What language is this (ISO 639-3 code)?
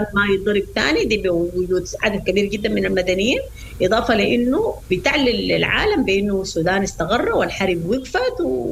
apd